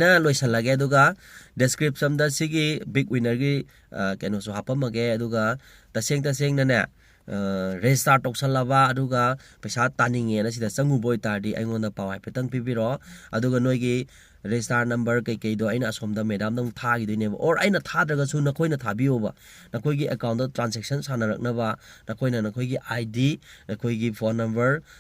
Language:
Manipuri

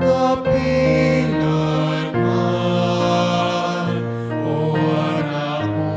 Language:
Pampanga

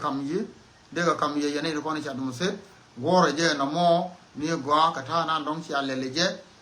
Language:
Nuer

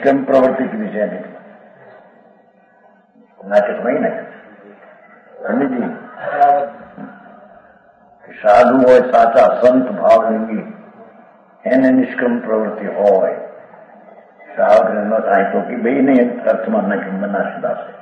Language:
Gujarati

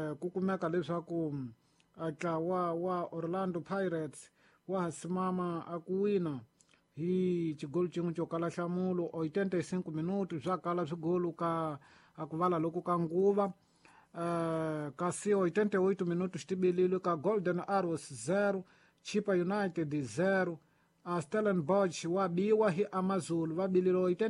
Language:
Tsonga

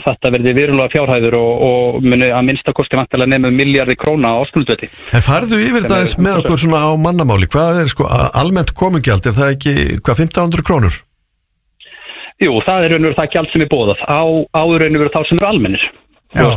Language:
Icelandic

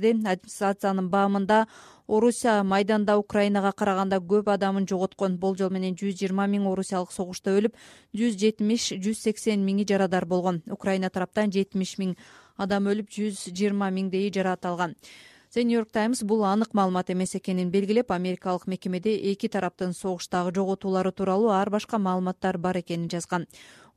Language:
Kyrgyz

